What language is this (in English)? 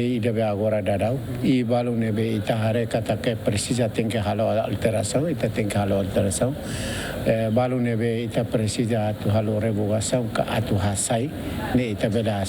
Tetum